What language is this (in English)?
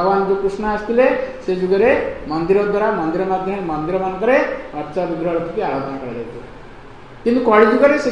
Odia